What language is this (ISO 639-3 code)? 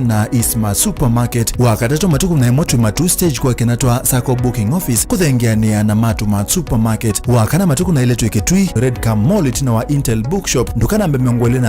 kam